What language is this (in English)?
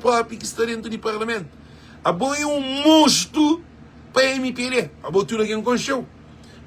Kabuverdianu